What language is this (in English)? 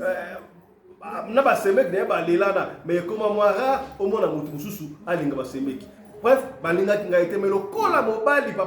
Lingala